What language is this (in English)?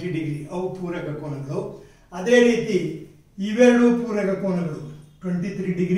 Kannada